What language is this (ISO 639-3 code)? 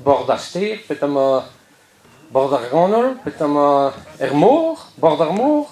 bre